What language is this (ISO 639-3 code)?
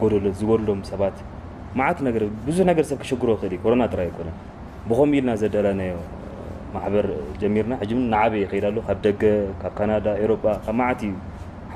tir